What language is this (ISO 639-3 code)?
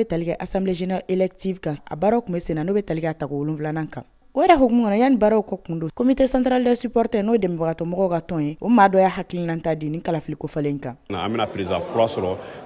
bam